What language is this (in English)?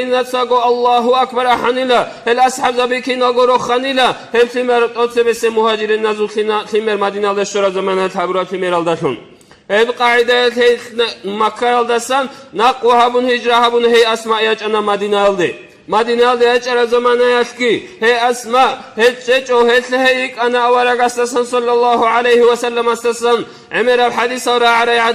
Avaric